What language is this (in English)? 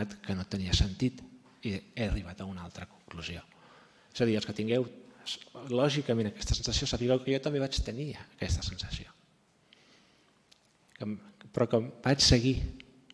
Catalan